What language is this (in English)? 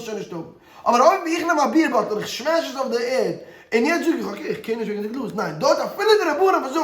Yiddish